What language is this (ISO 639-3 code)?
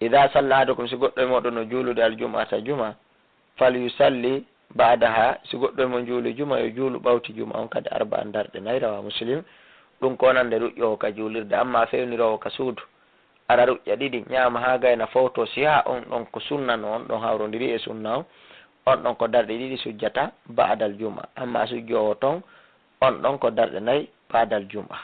ful